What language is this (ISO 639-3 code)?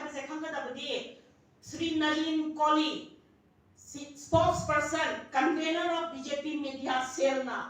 mni